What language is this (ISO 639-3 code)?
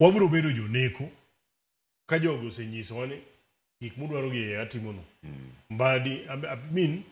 luo